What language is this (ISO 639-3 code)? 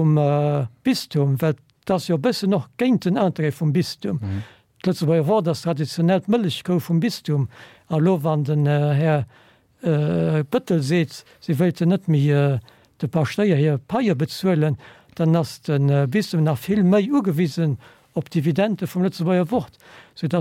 ltz